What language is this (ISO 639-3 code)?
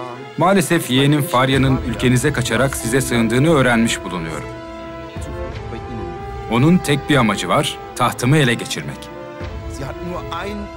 tur